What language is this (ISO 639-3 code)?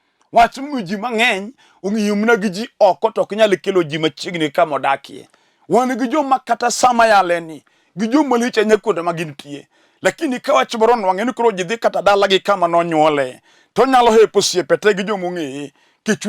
luo